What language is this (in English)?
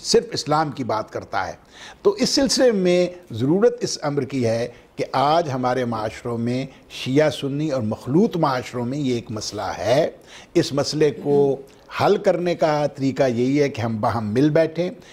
Urdu